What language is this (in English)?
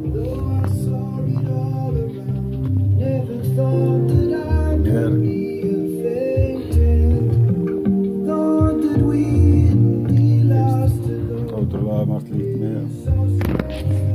Icelandic